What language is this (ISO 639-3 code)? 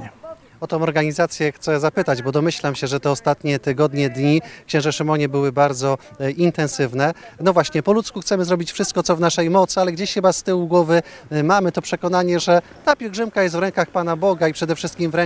pol